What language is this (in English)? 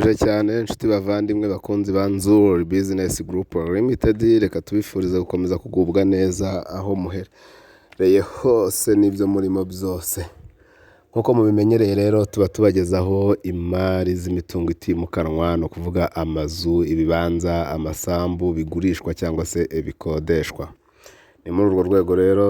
Kinyarwanda